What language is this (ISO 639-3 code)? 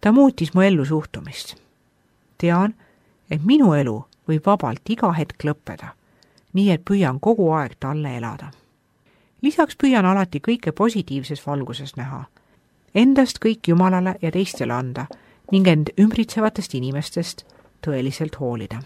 est